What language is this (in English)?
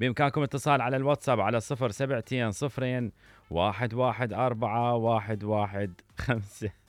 Mesopotamian Arabic